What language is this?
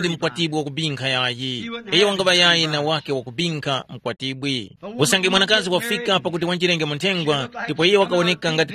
Tumbuka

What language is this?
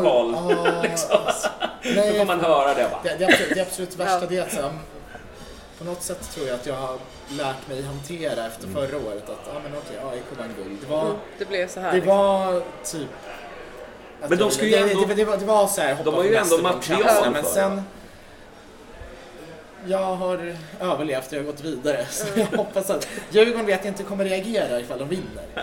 Swedish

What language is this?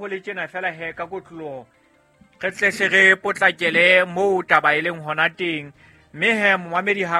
Southern Sotho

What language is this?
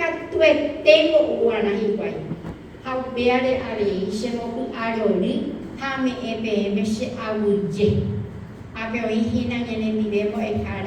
Guarani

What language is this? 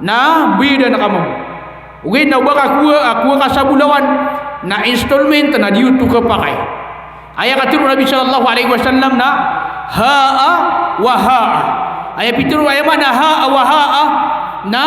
Maranao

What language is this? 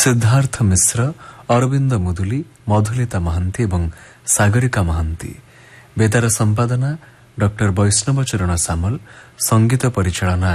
Odia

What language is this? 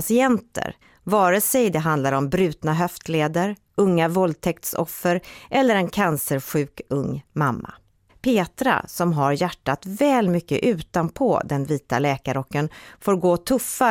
Swedish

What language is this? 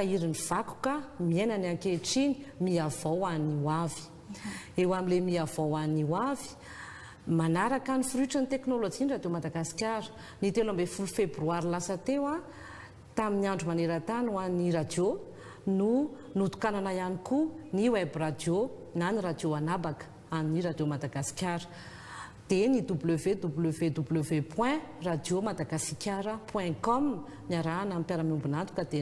Malagasy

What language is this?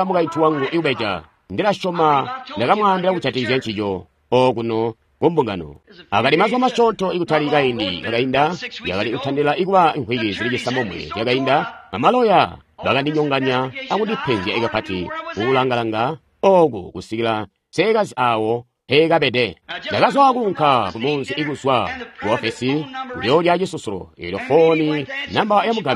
Tonga (Zambia)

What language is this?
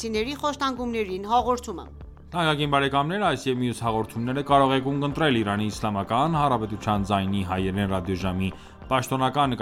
Armenian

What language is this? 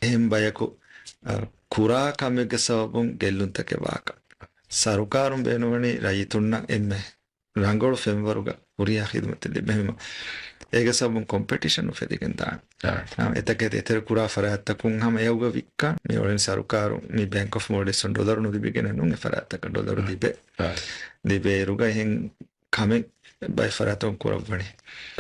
Divehi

